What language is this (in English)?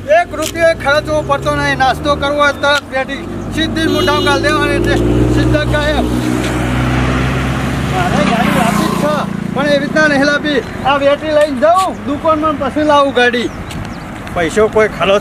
Gujarati